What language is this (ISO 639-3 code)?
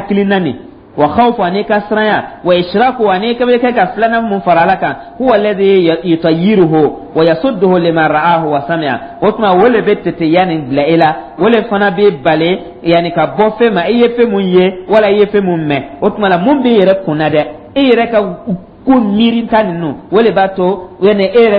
dyu